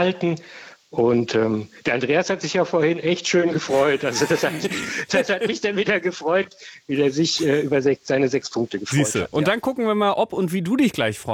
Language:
German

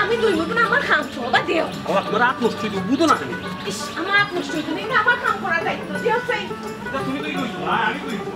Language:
Sylheti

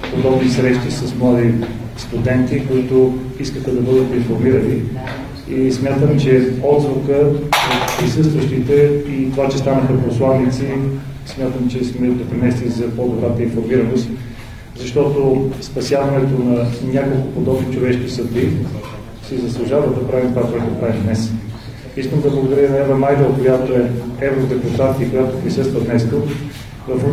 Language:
Bulgarian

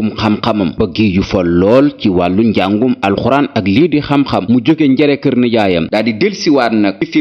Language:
Wolof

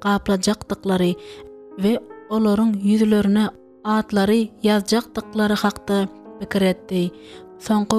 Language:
Turkmen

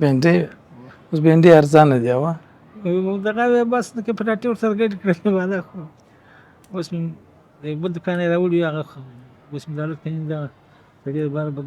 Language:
Pashto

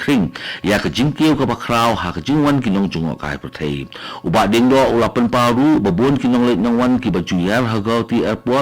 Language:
Khasi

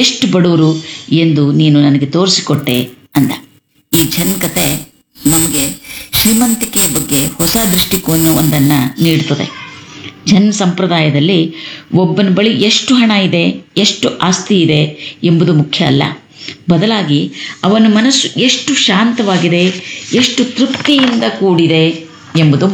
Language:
Kannada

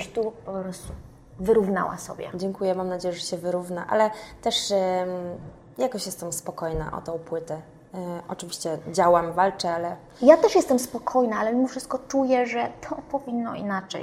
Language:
Polish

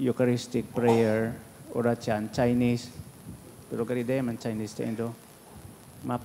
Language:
Bikol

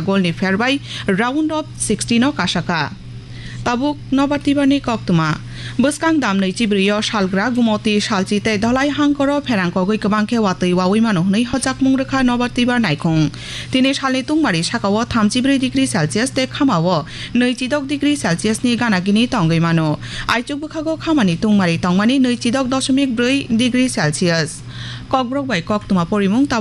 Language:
Kok Borok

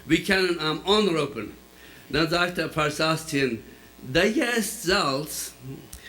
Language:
Plautdietsch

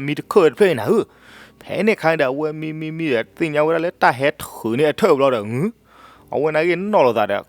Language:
S'gaw Karen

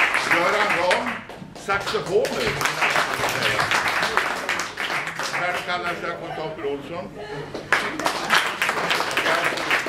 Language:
Swedish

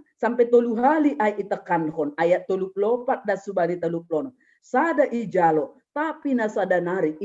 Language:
Batak Simalungun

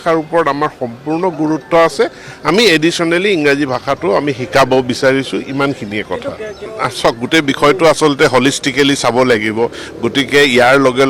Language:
Assamese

